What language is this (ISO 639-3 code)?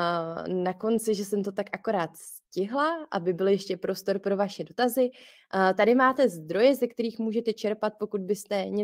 ces